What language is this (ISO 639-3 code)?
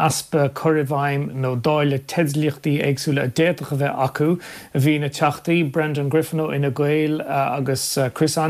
gle